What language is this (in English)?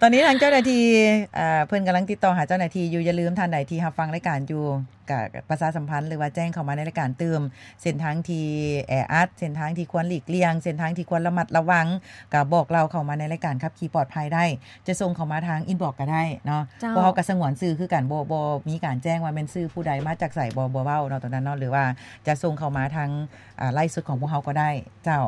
Lao